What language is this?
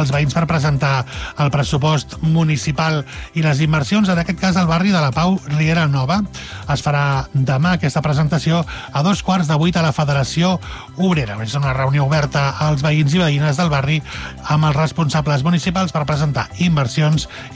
Catalan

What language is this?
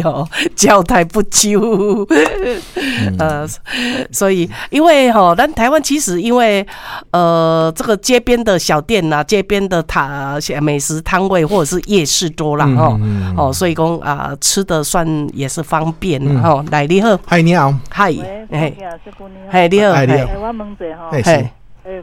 Min Nan Chinese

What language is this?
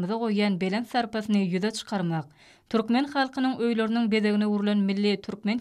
Turkmen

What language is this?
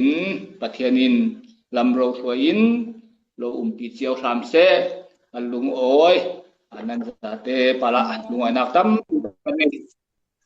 Falam Chin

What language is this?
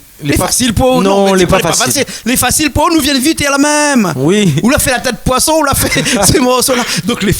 Réunion Creole French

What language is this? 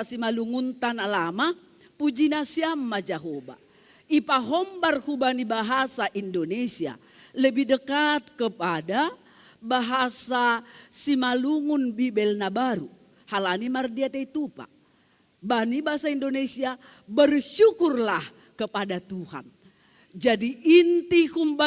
Batak Simalungun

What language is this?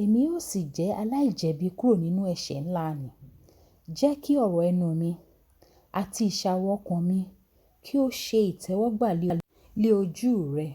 Yoruba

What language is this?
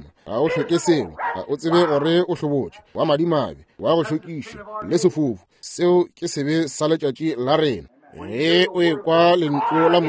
Northern Sotho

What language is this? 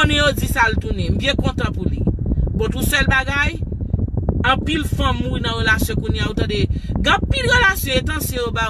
Haitian Creole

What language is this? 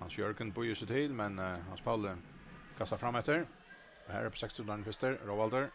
Faroese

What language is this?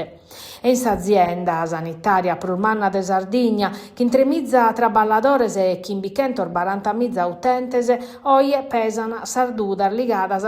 Sardinian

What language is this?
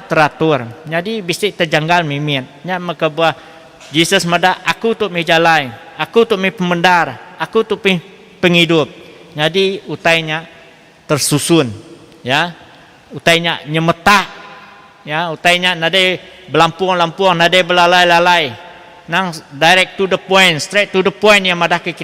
Iban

